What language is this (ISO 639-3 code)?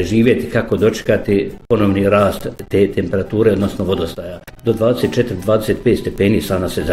bos